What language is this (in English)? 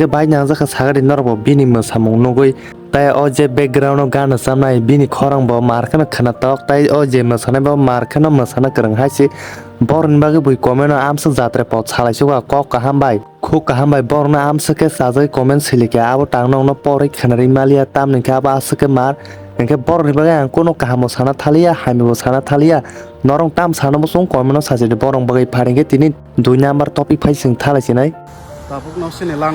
Kok Borok